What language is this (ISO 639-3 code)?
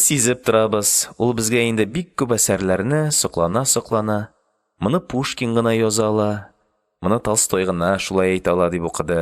tat